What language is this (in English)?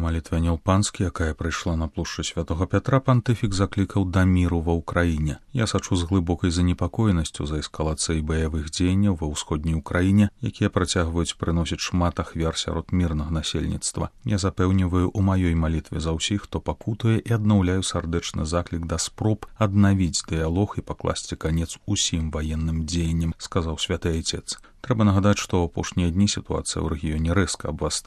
Belarusian